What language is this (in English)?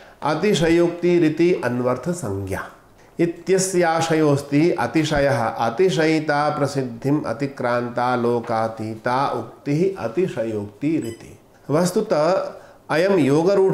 Sanskrit